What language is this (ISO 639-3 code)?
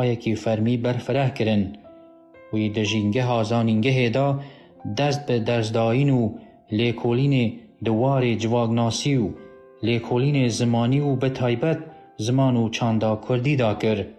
kur